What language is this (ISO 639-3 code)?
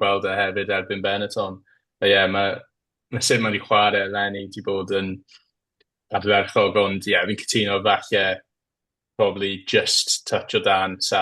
cym